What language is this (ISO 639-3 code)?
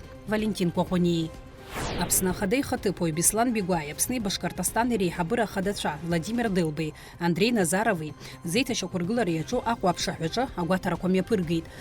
abk